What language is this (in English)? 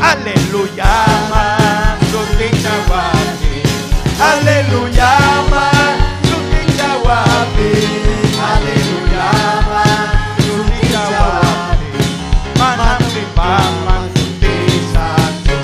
Ayacucho Quechua